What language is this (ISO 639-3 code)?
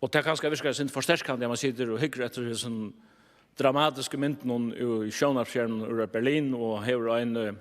fao